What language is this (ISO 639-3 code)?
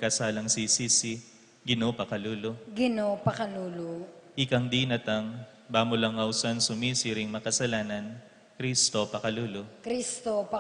pam